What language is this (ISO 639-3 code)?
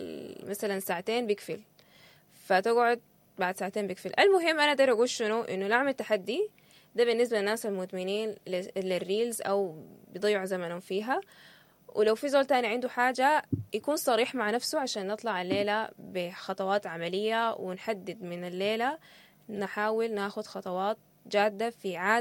apd